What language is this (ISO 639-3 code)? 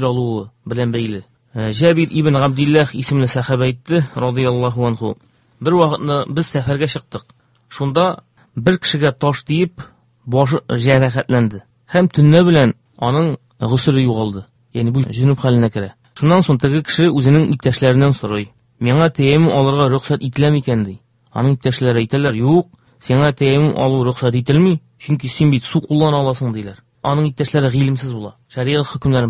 tat